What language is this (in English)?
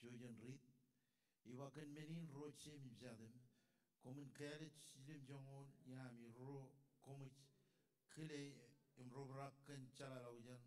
Marshallese